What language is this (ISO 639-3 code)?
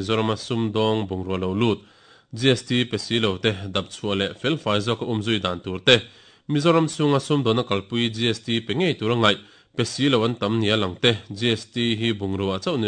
lus